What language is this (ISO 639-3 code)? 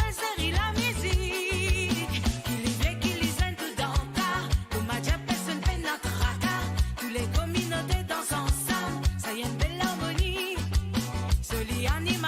mfe